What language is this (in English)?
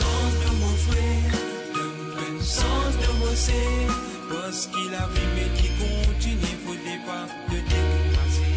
Morisyen